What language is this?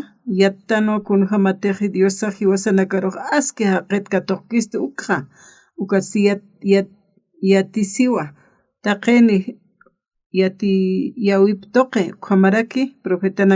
Aymara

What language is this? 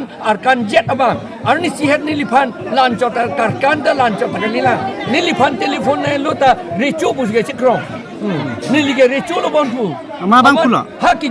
Karbi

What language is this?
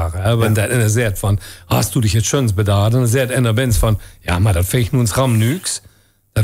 Limburgish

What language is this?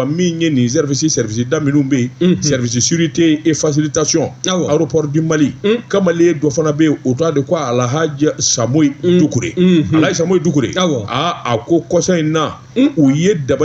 Bambara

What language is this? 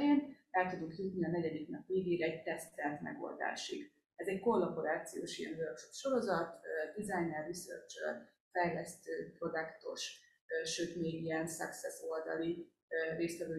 Hungarian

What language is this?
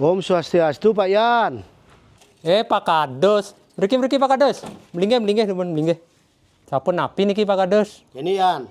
Balinese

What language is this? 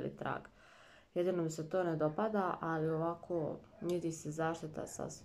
Croatian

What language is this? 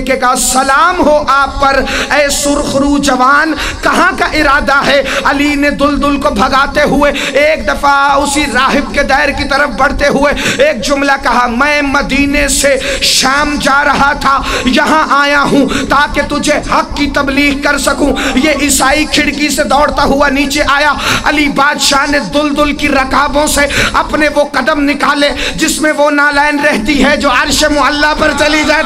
Urdu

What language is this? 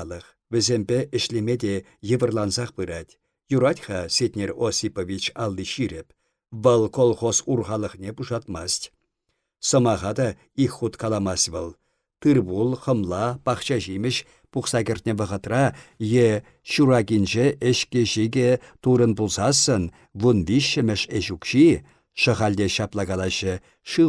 Chuvash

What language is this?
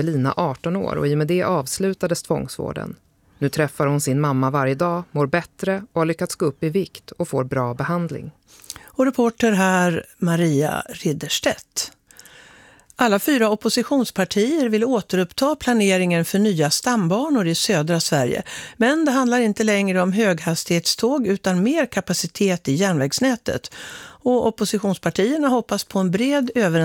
Swedish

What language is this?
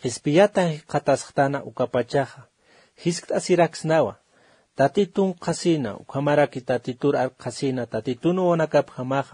Aymara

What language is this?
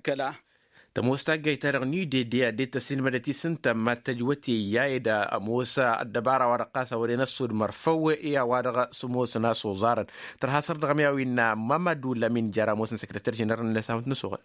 Tamasheq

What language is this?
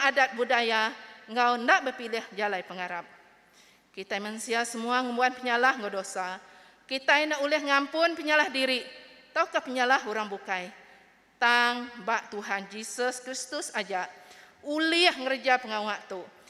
Iban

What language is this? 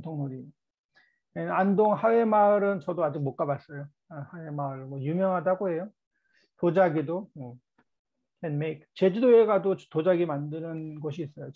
Korean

